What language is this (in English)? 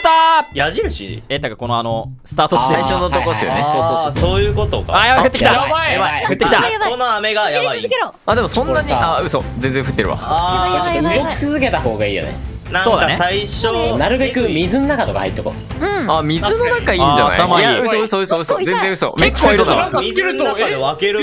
Japanese